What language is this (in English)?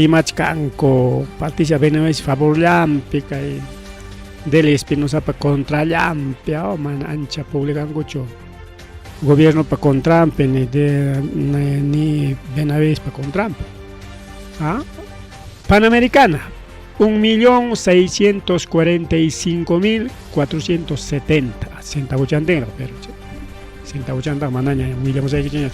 Ayacucho Quechua